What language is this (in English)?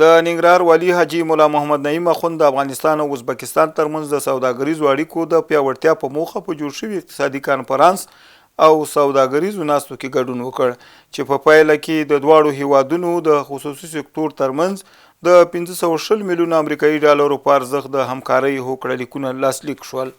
Pashto